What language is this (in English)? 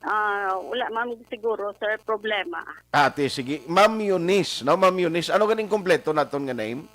Hiligaynon